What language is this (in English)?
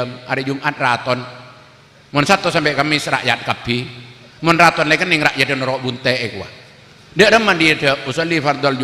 Madurese